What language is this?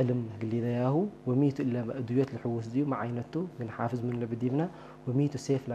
Tigrinya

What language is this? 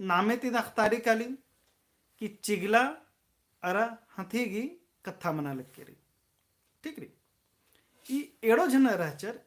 Kurukh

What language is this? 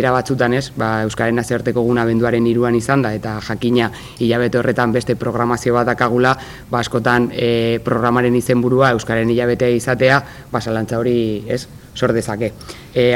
Basque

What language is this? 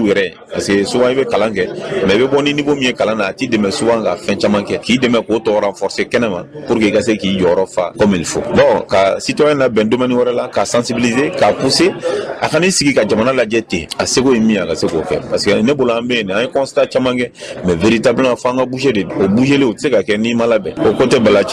Bambara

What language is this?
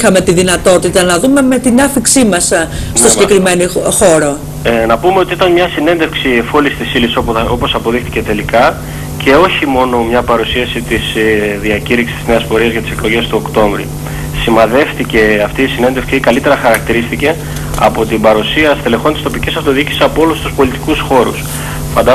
Greek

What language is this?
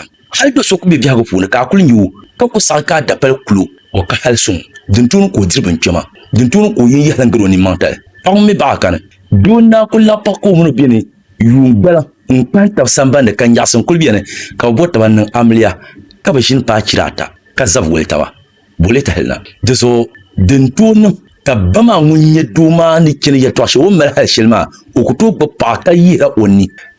Dagbani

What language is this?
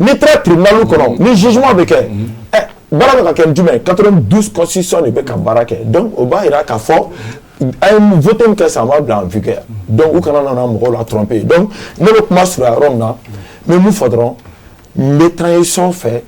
Bambara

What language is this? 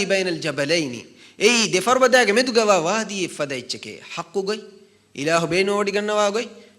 Divehi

